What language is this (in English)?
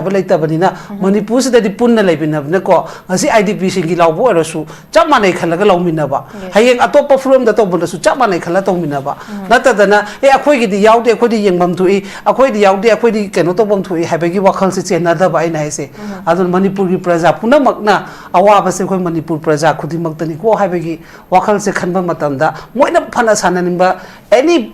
Manipuri